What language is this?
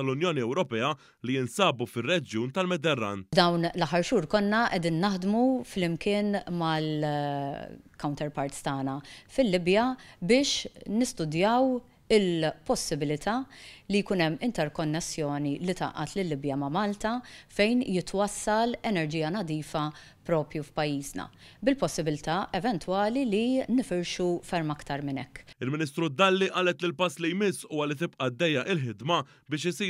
Maltese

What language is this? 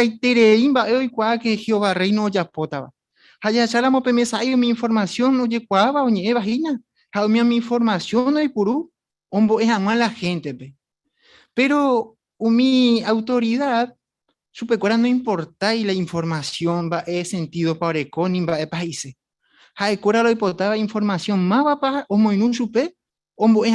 Guarani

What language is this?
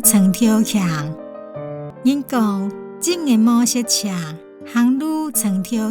Hakka Chinese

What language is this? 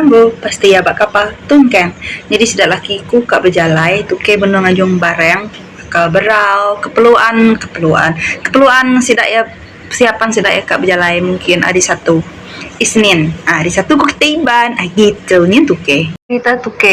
Iban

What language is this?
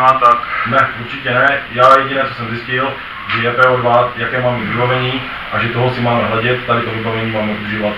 Czech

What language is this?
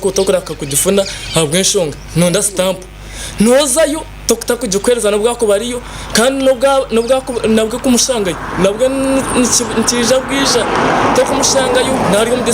Nyankole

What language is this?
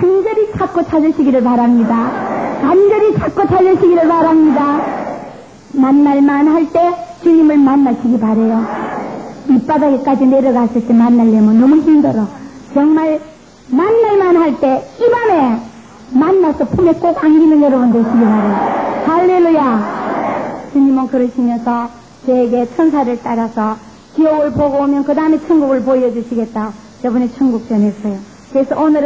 Korean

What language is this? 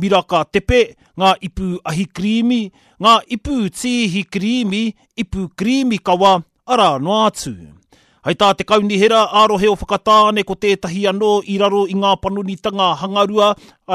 Māori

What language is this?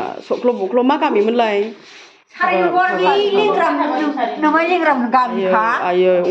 Bodo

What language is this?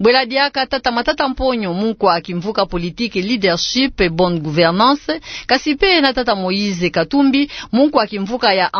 Kituba (Democratic Republic of Congo)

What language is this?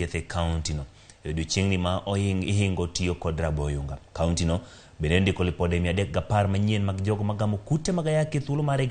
Luo (Kenya and Tanzania)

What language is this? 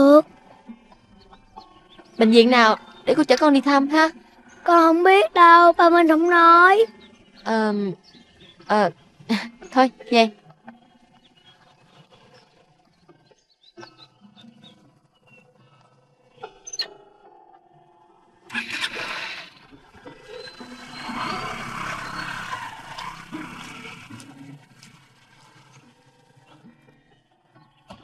Vietnamese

